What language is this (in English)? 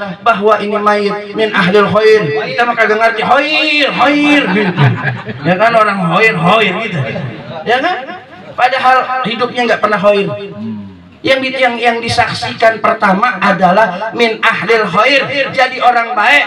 Betawi